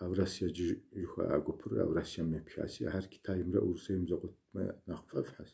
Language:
Kabardian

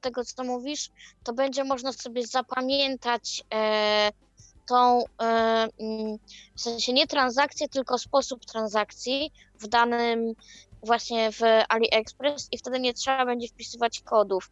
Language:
Polish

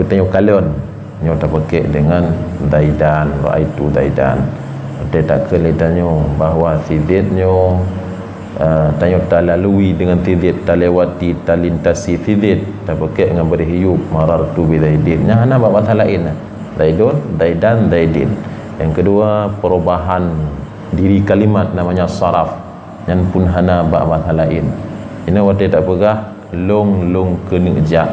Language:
Achinese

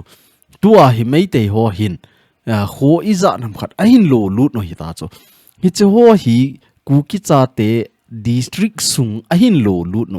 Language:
Thado Chin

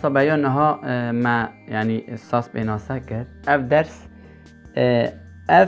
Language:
Kurdish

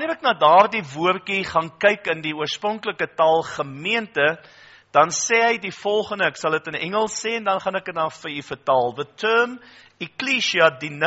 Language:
Afrikaans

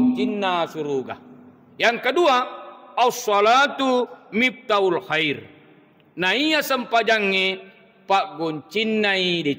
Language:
Buginese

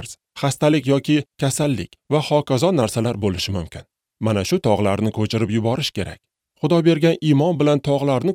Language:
Uzbek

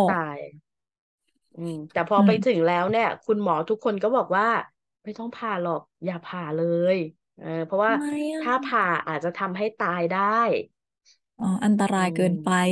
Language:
Thai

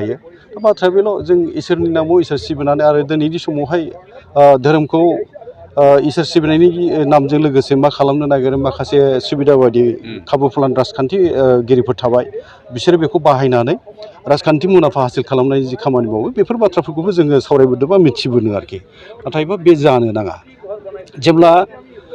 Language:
Bodo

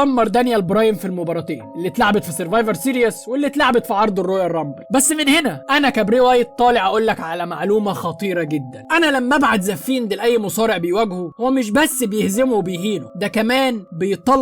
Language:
Egyptian Arabic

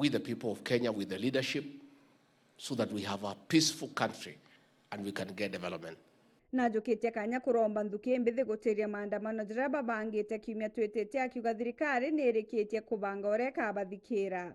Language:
Meru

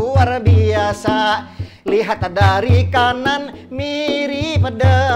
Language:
Banjar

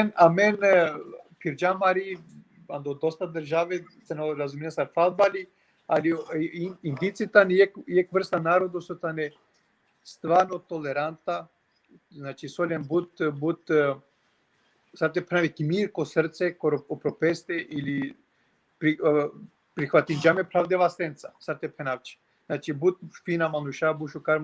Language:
Balkan Romani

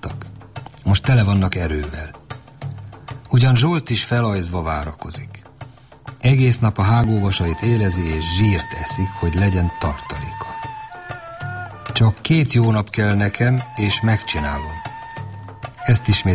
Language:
Hungarian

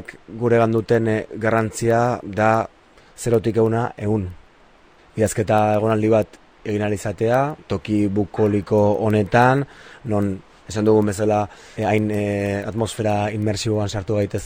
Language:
Basque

